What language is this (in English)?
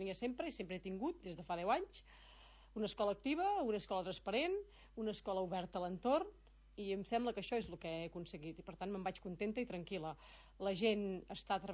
Catalan